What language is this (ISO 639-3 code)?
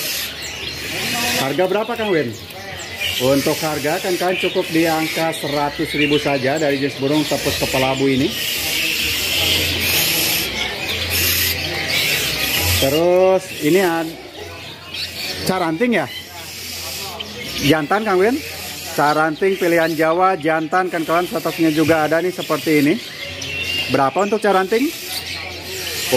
ind